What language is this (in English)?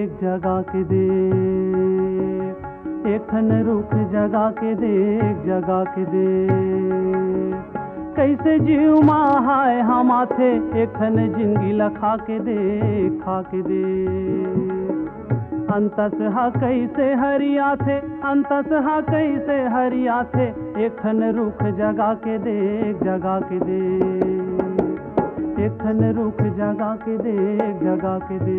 Chhattisgarhi